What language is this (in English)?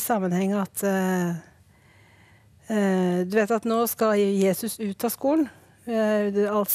Norwegian